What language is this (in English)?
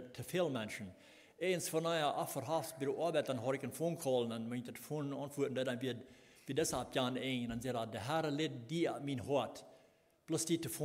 Plautdietsch